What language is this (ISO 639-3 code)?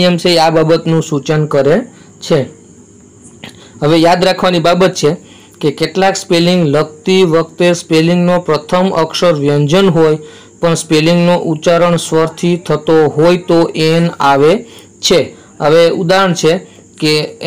guj